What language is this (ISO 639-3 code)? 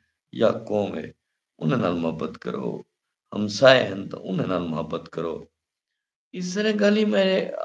skr